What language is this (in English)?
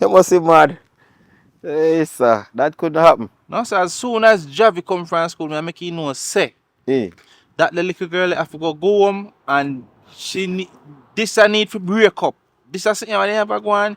Jamaican Creole English